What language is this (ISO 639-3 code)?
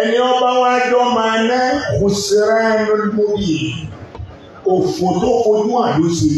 yor